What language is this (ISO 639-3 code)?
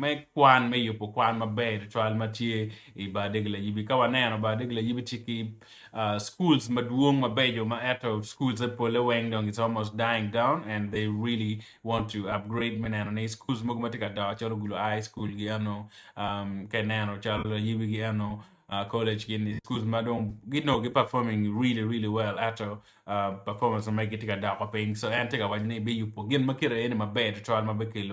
ach